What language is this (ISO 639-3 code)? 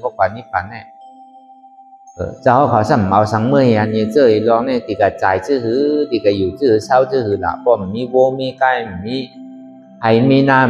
shn